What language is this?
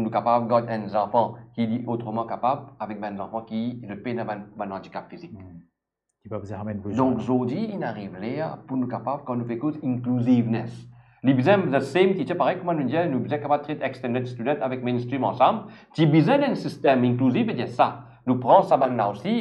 Morisyen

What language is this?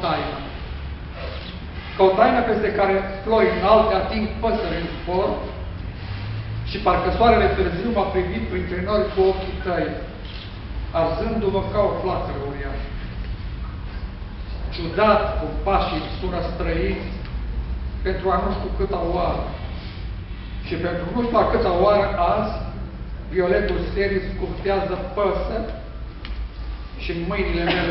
Romanian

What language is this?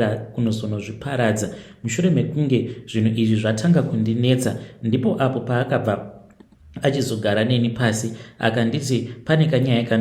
Shona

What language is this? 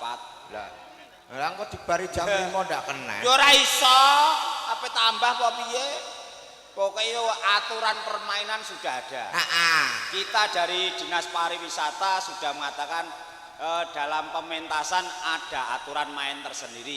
Javanese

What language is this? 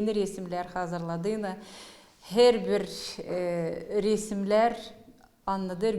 Gagauz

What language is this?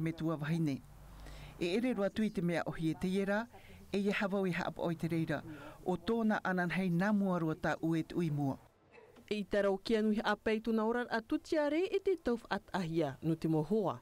Tahitian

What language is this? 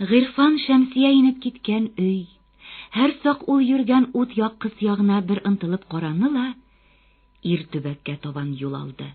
Bashkir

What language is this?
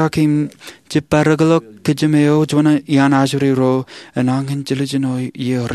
Marshallese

